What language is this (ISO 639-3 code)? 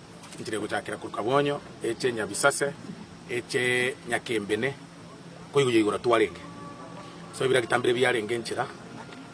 guz